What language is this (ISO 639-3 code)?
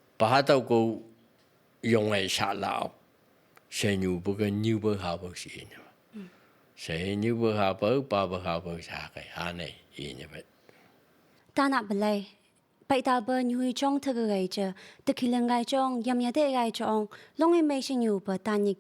nph